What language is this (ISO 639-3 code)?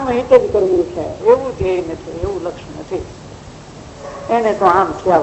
guj